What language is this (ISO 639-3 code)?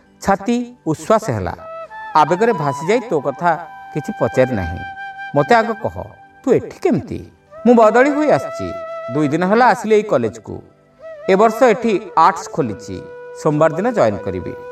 ori